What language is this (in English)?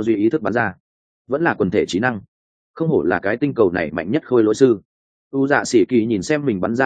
Vietnamese